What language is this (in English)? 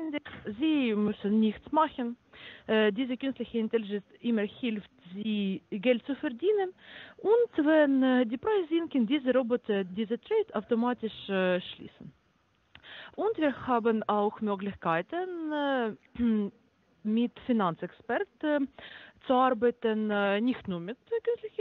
German